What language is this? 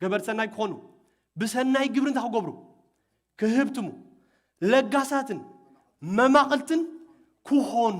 Tigrinya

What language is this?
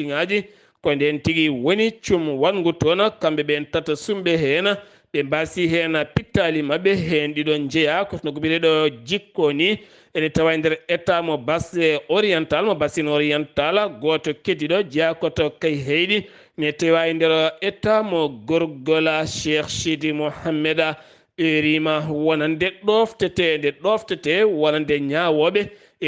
Fula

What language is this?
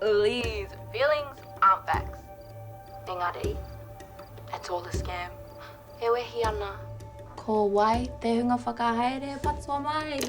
Māori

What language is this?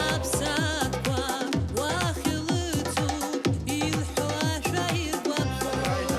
Abkhazian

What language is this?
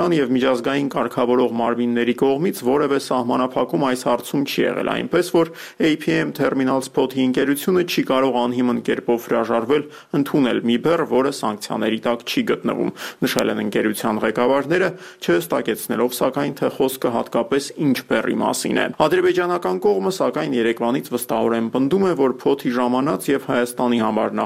Armenian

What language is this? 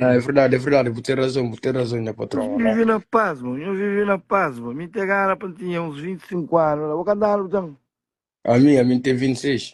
Kabuverdianu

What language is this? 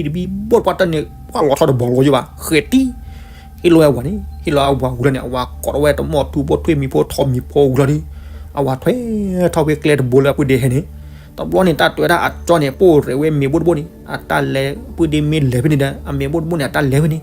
S'gaw Karen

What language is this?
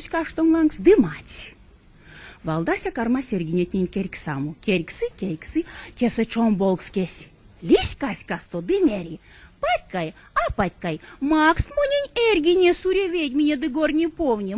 Erzya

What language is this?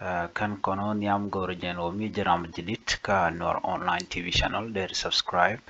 Nuer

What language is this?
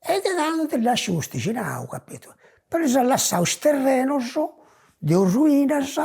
Sardinian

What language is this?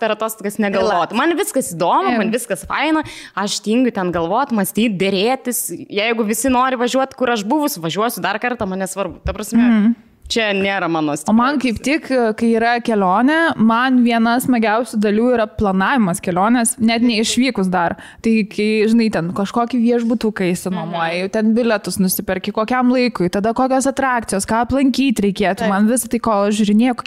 Lithuanian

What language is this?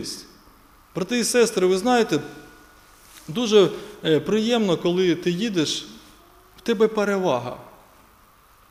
Ukrainian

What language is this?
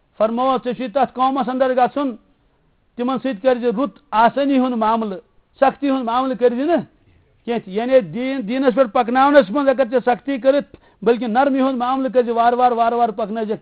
Kashmiri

